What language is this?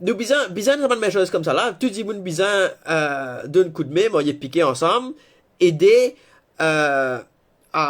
Morisyen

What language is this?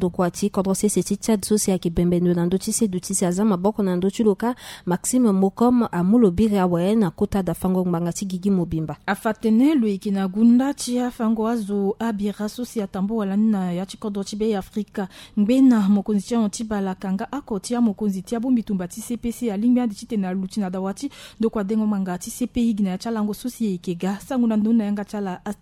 Sango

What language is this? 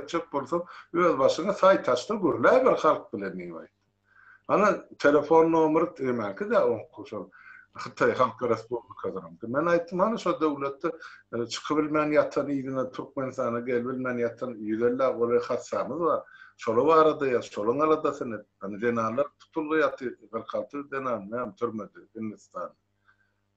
Turkmen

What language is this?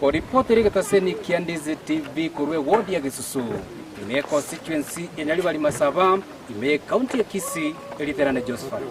Gusii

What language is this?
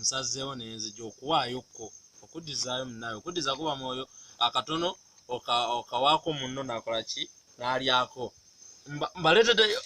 Ganda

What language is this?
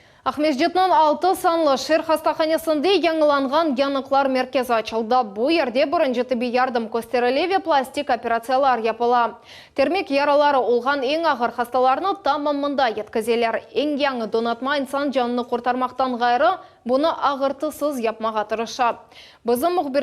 Crimean Tatar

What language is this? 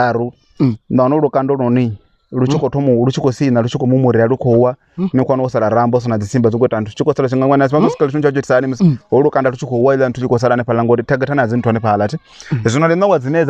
Venda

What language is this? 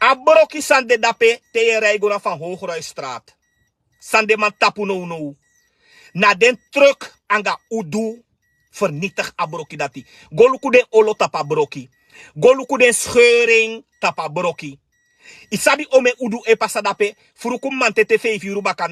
Sranan Tongo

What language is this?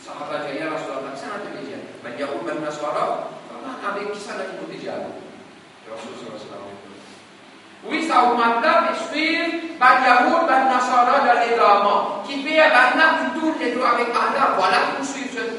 Morisyen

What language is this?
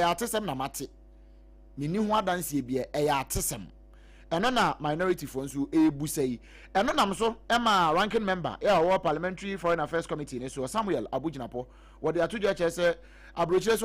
Akan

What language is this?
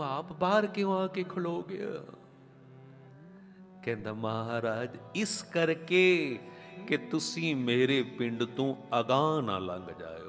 Punjabi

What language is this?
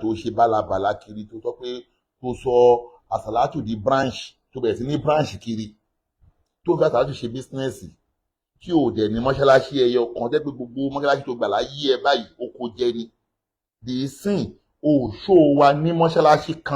Yoruba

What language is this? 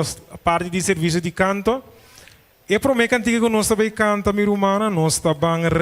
Papiamento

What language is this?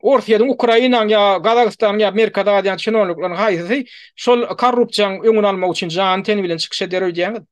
Turkmen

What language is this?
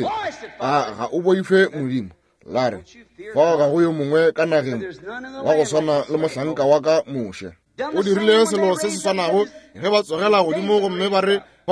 Northern Sotho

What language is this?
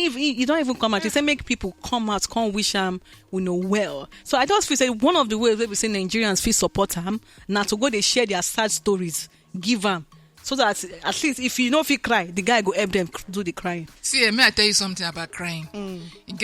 Nigerian Pidgin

